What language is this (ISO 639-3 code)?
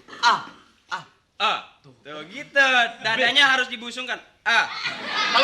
bew